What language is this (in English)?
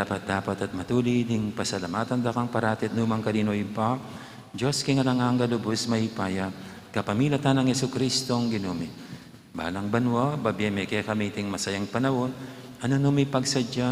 Pampanga